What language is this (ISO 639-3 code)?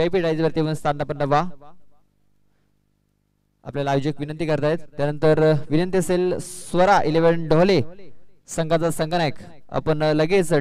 mar